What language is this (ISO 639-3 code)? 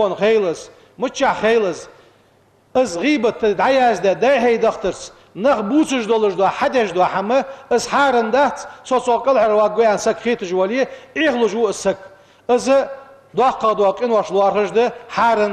inh